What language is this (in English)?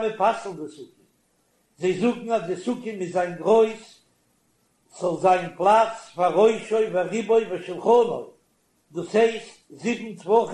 Yiddish